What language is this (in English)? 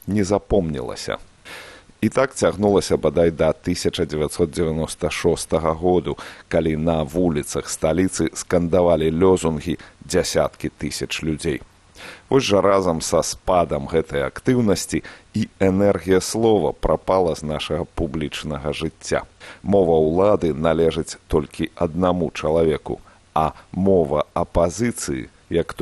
Belarusian